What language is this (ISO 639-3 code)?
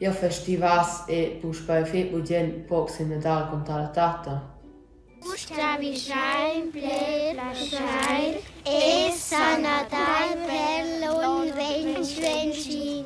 roh